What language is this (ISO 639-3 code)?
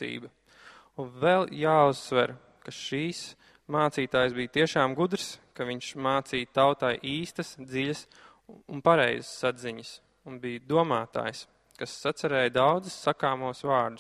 lav